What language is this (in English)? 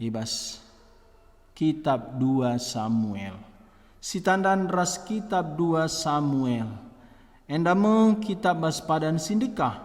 Batak Karo